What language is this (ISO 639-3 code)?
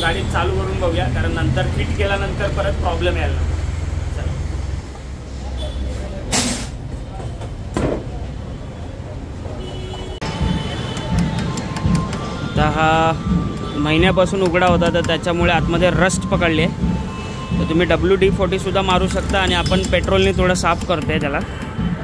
mar